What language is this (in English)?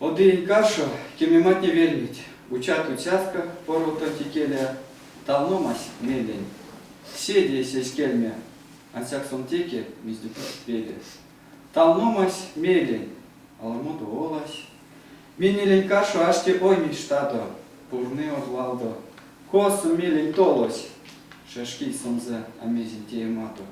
Erzya